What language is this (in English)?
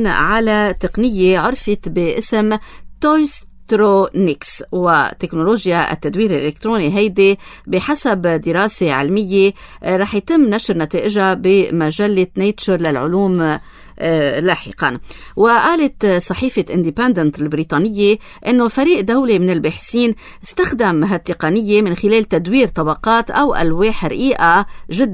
North Levantine Arabic